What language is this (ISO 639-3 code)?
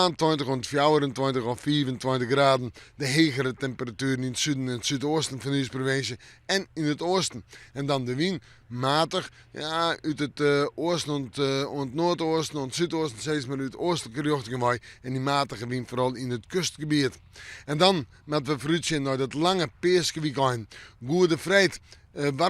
fry